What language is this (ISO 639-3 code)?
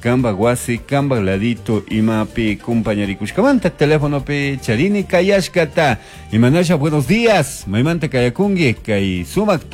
qug